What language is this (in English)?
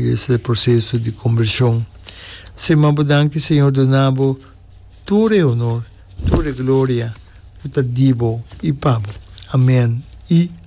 Papiamento